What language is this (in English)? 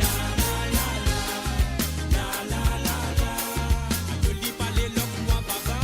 Morisyen